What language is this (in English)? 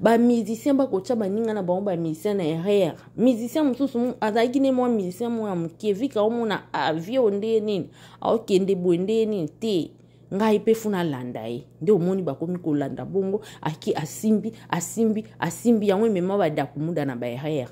Lingala